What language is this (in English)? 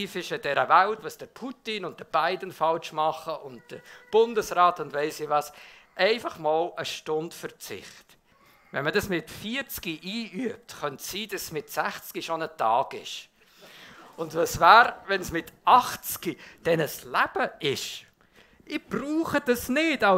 Swiss German